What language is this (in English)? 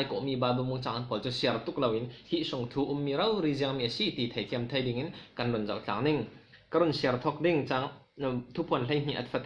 Falam Chin